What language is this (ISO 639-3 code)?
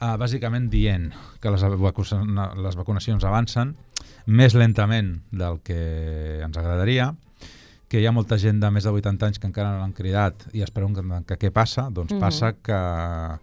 cat